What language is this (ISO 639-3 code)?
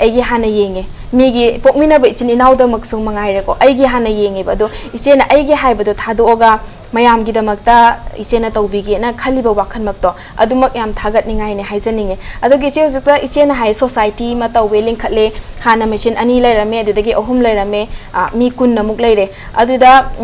mni